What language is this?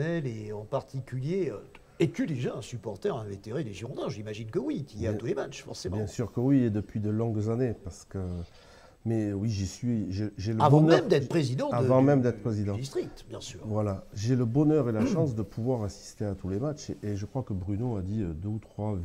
French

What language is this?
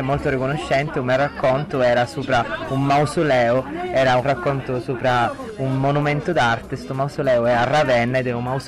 Sicilian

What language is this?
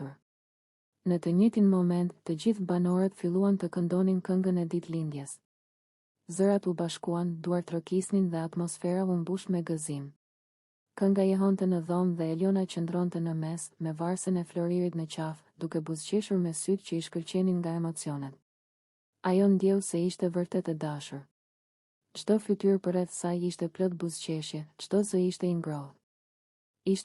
Albanian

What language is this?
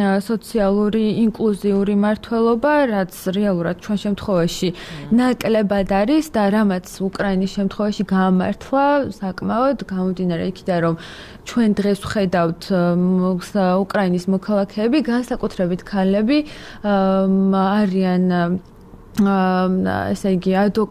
Georgian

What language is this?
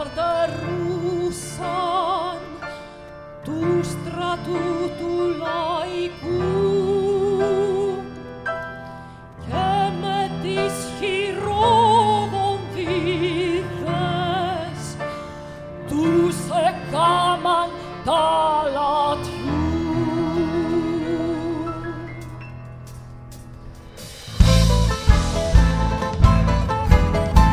Greek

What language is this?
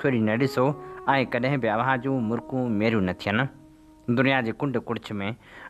Sindhi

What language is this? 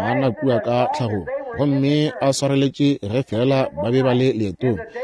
Northern Sotho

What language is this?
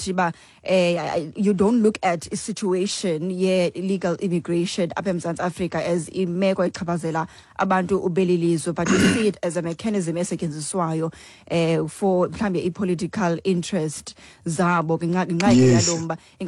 Xhosa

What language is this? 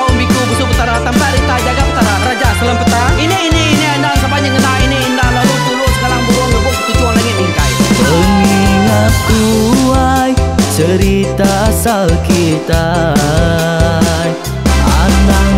Iban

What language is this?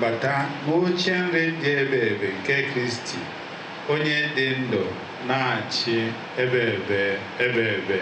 Igbo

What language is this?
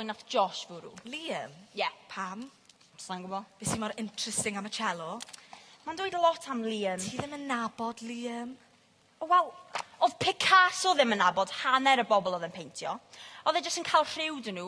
Welsh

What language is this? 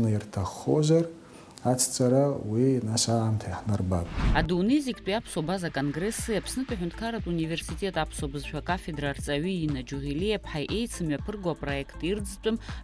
Abkhazian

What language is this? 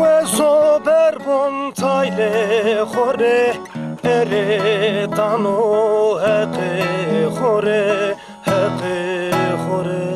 Zaza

